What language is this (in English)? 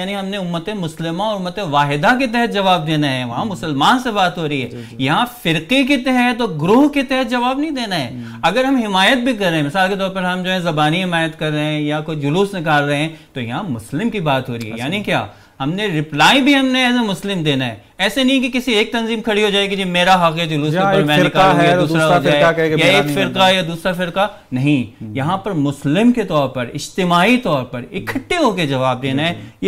Urdu